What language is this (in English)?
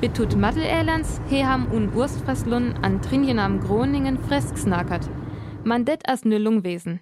Northern Frisian